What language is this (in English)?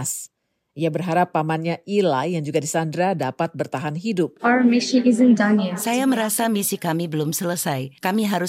Indonesian